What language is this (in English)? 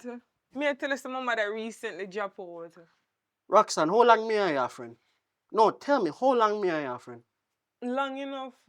Jamaican Creole English